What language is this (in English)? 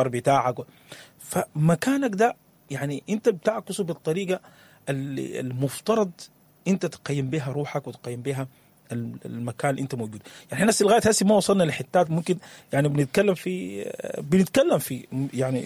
Sudanese Arabic